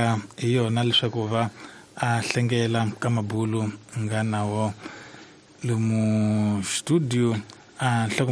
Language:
Tsonga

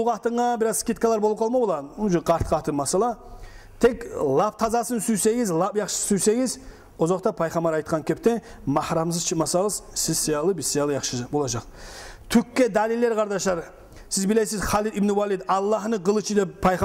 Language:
Kumyk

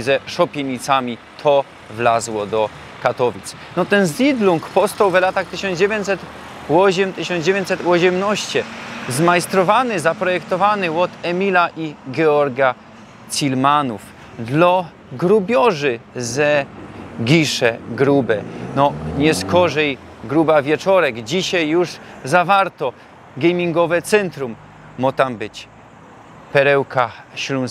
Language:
Silesian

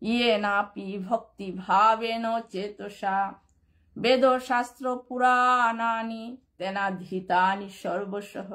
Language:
Bishnupriya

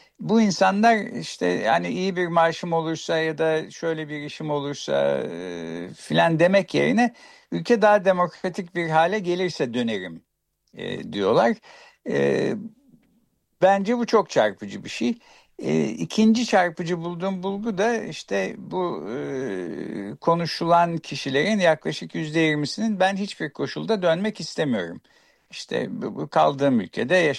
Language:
Turkish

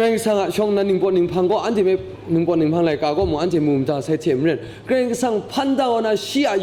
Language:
Kachin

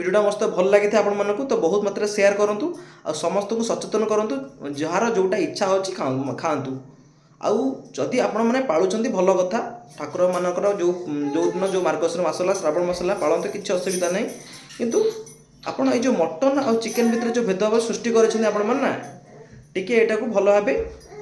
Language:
Odia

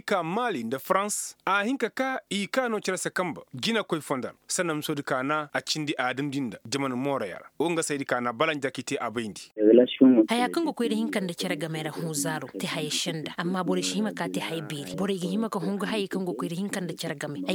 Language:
Koyraboro Senni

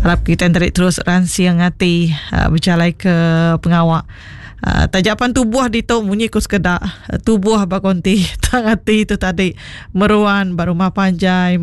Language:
Iban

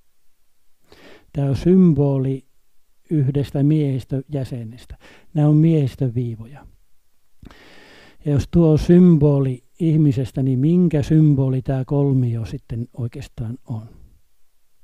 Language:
Finnish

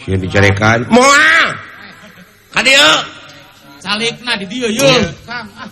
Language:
Sundanese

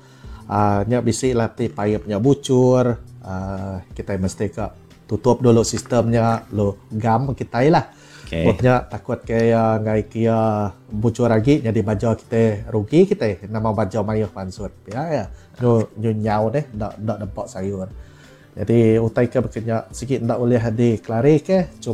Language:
Iban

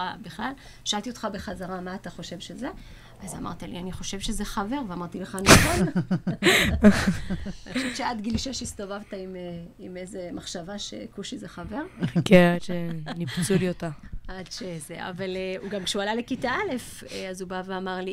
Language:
Hebrew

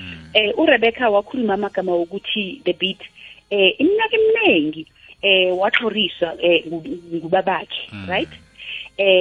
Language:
South Ndebele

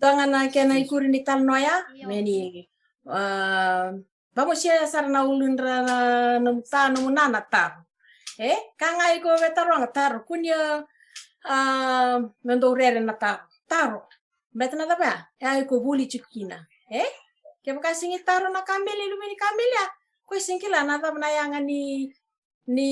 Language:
Fijian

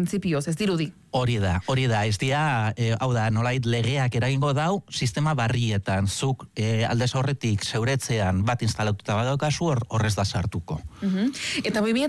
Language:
Basque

